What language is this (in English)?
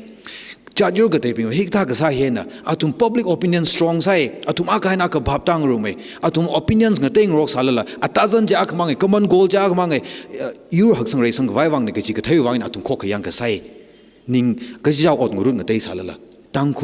Tangkhul Naga (India)